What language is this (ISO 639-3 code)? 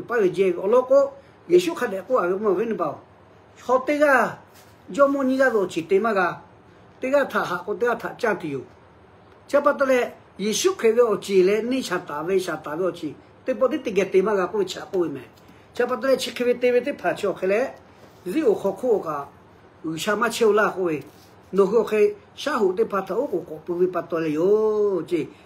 lhu